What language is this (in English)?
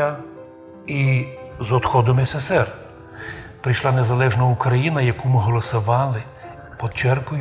Rusyn